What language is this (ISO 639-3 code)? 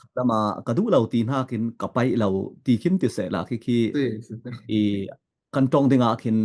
cfm